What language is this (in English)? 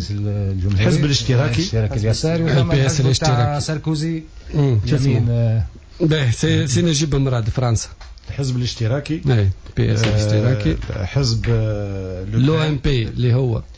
Tunisian Arabic